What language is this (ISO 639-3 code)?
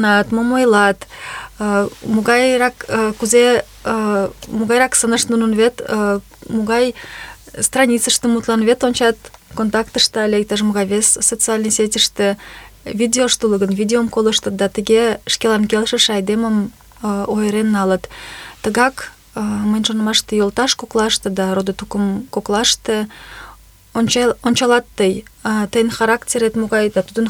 chm